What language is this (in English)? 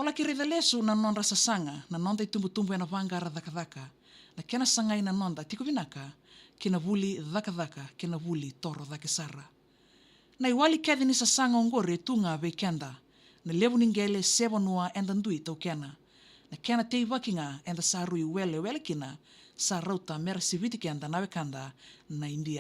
Fijian